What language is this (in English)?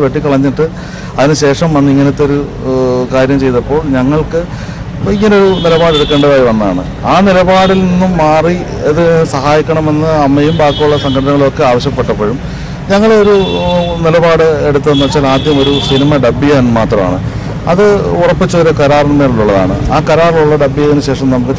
Malayalam